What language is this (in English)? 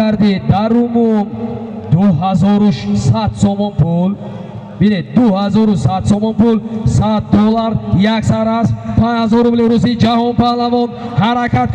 Tajik